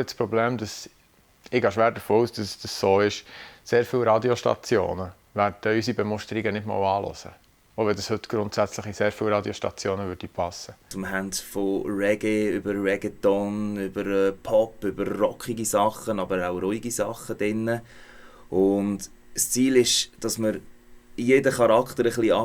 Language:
Swiss German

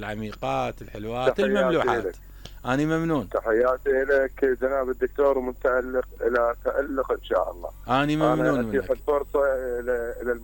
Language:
Mesopotamian Arabic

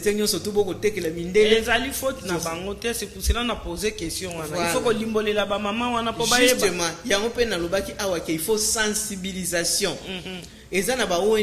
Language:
Lingala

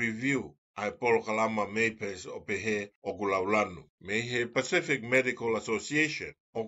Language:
Tongan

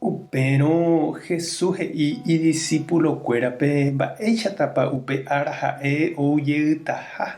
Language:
Guarani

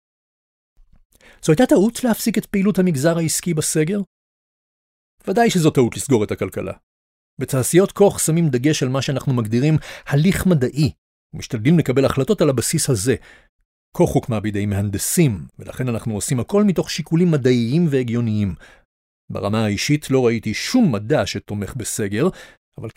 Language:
Hebrew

